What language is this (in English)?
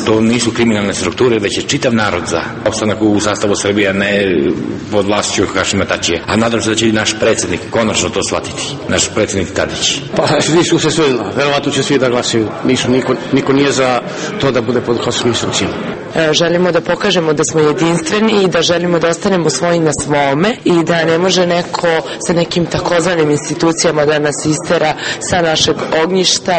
Serbian